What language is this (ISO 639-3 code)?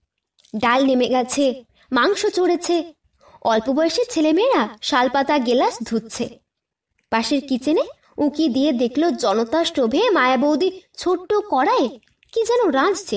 ben